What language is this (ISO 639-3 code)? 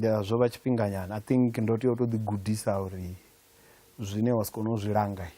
ven